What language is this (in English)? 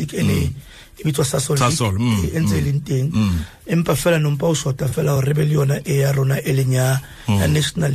Tswana